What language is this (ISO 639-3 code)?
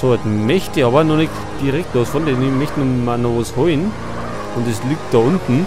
bar